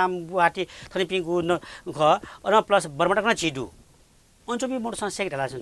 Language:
Newari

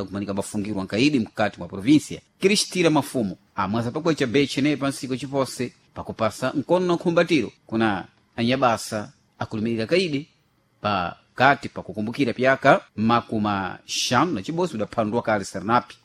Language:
Sena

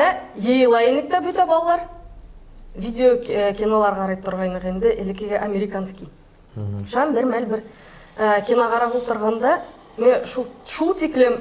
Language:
Bashkir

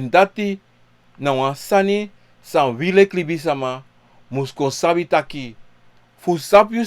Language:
Sranan Tongo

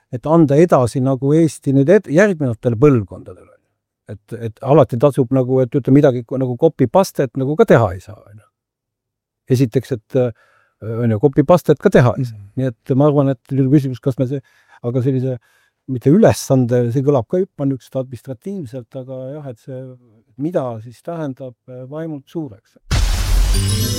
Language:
Estonian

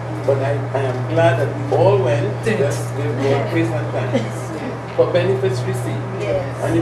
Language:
English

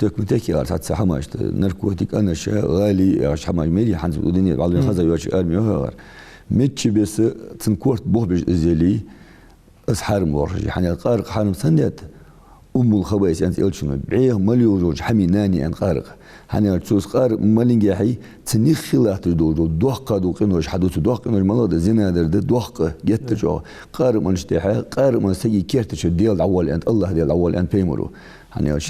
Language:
Ingush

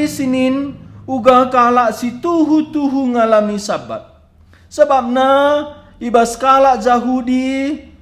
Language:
Batak Karo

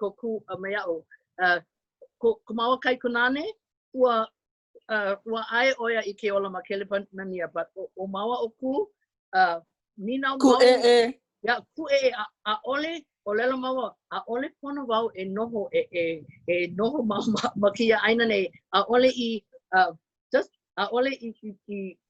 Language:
Hawaiian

